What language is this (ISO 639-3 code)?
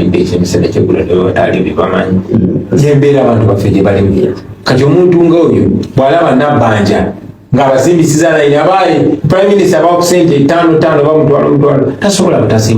lug